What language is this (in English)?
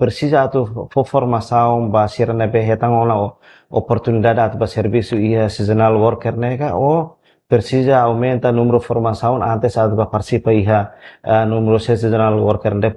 Tetum